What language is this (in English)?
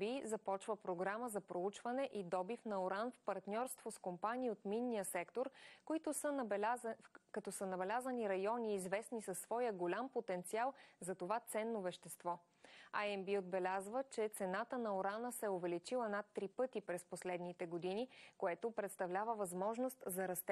Bulgarian